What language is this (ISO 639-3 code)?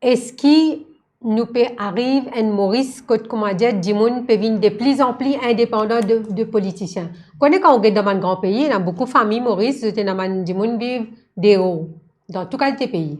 mfe